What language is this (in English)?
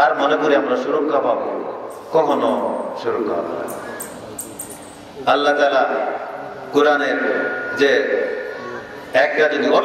Bangla